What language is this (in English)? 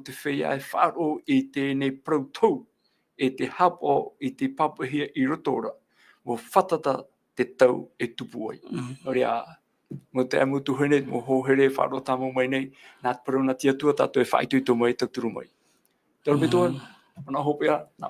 Tahitian